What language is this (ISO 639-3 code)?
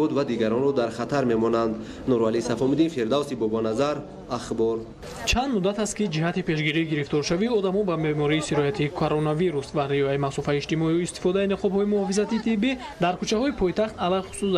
tgk